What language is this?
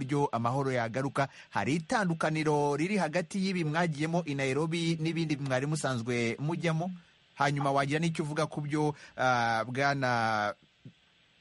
Kinyarwanda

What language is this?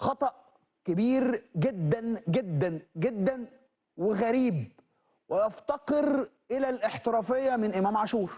Egyptian Arabic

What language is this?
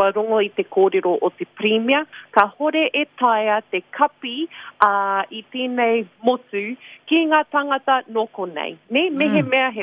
Māori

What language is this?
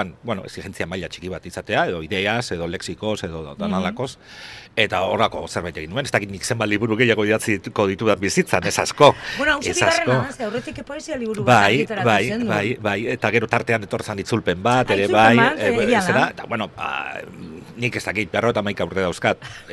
Basque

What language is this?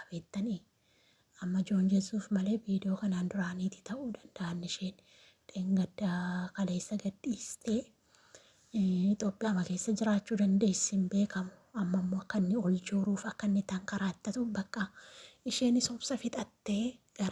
Oromo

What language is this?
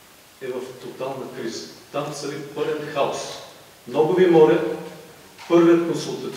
Bulgarian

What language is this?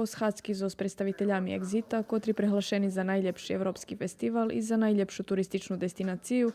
Rusyn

